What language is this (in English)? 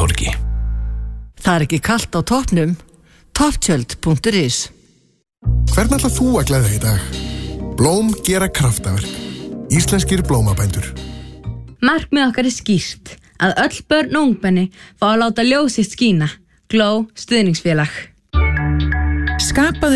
Icelandic